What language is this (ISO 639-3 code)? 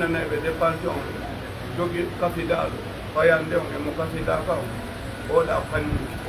fuf